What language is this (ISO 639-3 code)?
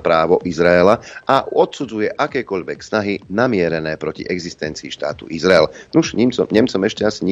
slk